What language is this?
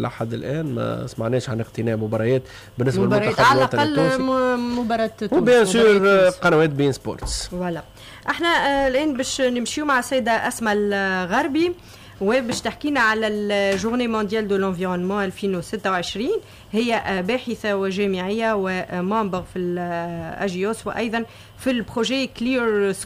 Tunisian Arabic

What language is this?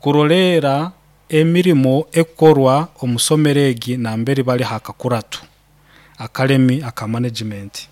Nyankole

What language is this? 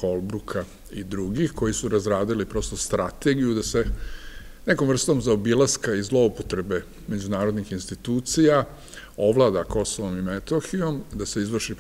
Serbian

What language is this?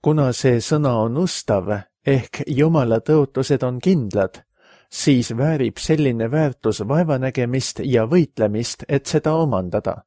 Estonian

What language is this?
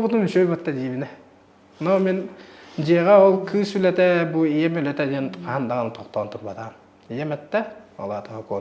Yakut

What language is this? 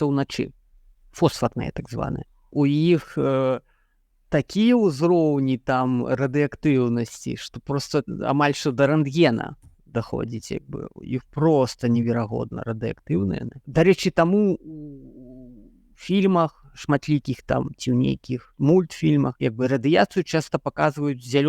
Belarusian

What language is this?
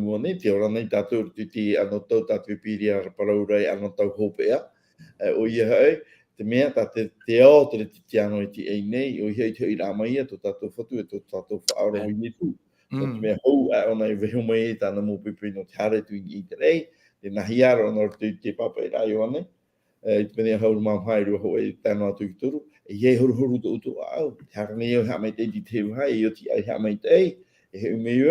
Tahitian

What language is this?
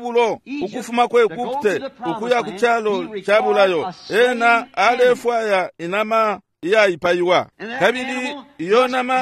Bemba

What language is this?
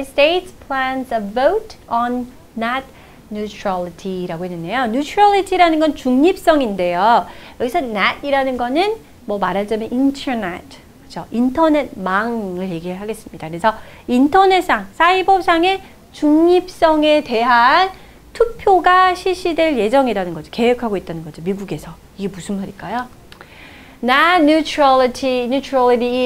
Korean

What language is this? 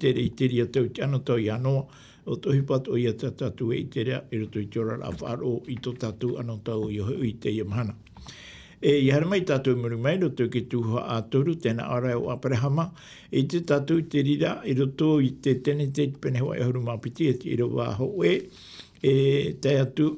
Tahitian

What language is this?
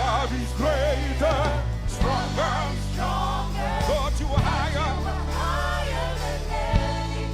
Fijian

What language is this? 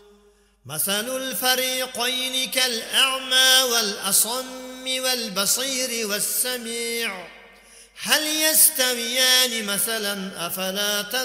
Arabic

